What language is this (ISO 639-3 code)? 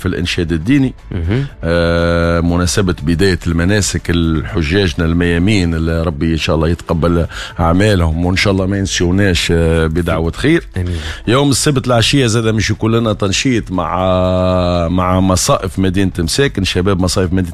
aeb